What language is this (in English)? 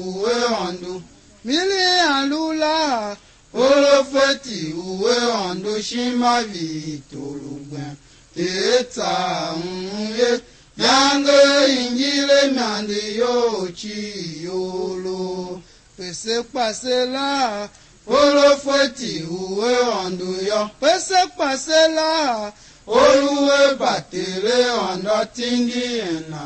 Tiv